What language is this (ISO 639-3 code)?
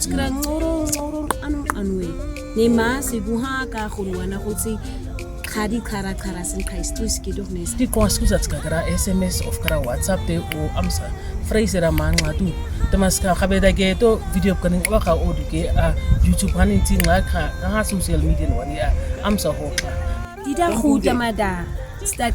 naq